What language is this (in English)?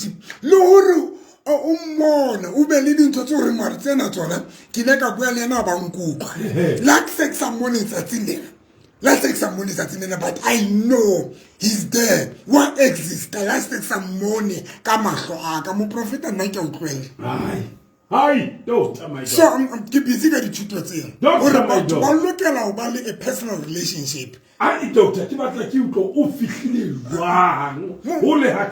Southern Sotho